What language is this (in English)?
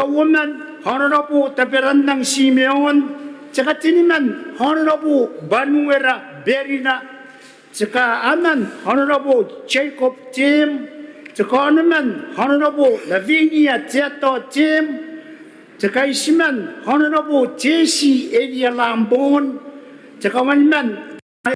Gilbertese